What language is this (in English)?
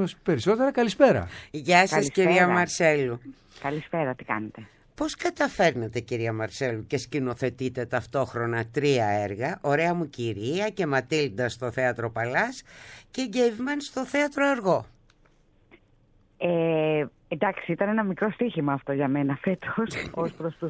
Greek